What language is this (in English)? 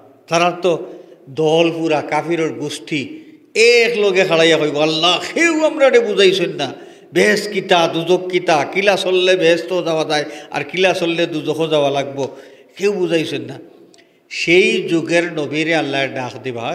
Sylheti